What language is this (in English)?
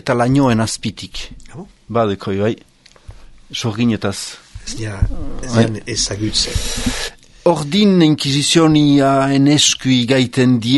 Basque